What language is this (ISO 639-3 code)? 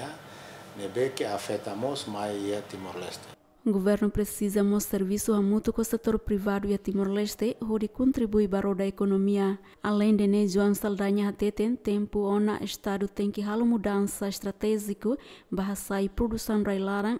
tet